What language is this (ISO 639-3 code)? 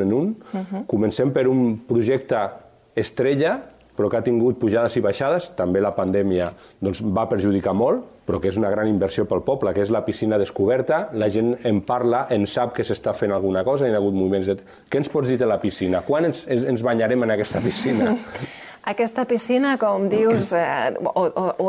cat